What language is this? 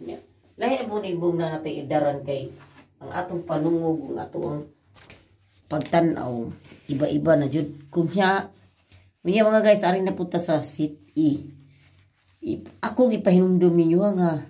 Cebuano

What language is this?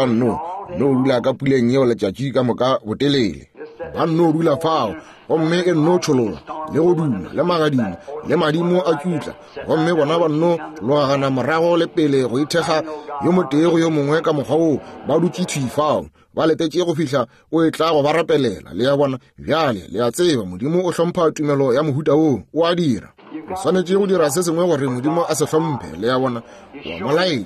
Northern Sotho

